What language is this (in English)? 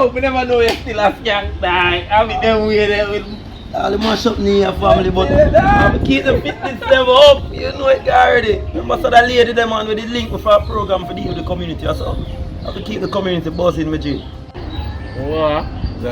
Jamaican Creole English